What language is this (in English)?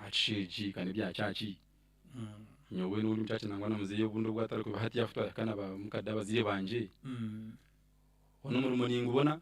Nyankole